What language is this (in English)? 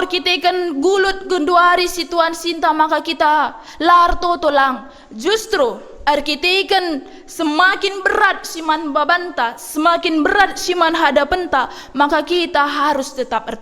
Batak Karo